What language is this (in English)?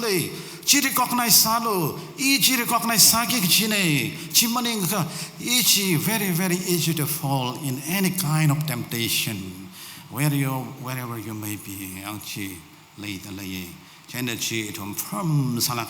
Tangkhul Naga (India)